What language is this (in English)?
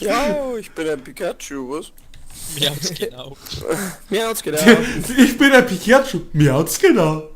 Bavarian